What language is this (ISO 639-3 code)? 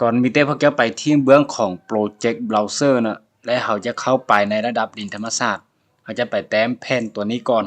lao